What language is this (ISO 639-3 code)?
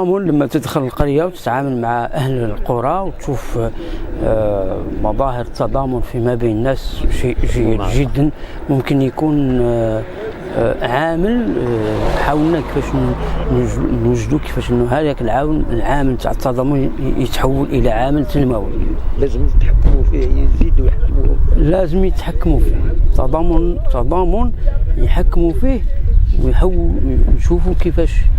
arq